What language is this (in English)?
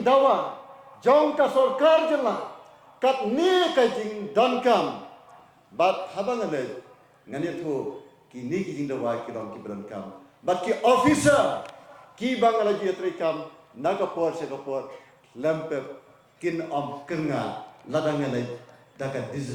Khasi